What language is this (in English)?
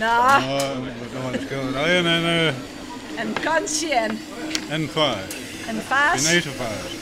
Western Frisian